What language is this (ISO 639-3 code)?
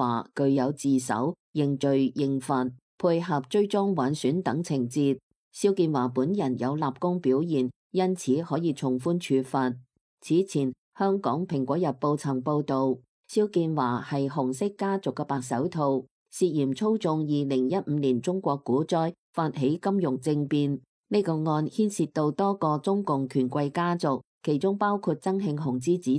yue